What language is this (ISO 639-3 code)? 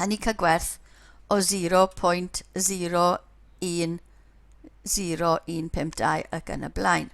cym